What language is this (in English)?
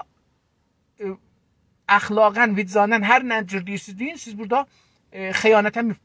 South Azerbaijani